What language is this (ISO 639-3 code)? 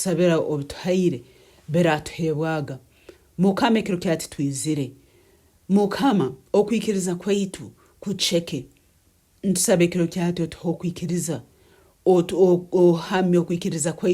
nyn